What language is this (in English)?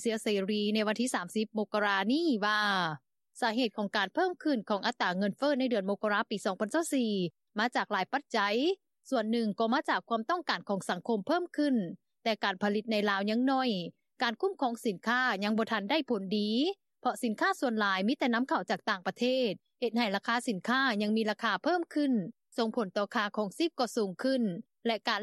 Lao